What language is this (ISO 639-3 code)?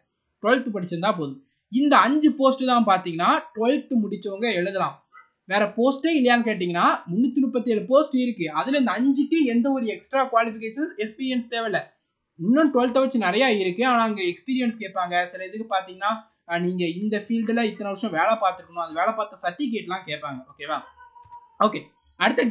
tam